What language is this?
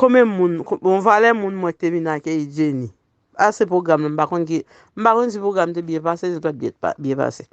Haitian Creole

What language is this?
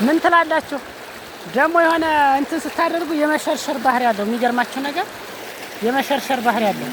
Amharic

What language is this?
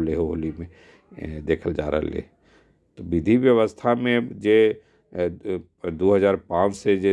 Magahi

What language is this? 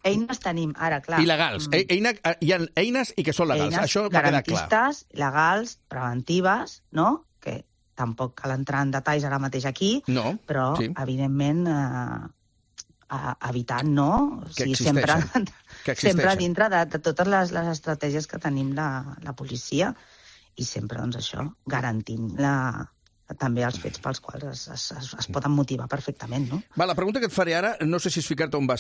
Catalan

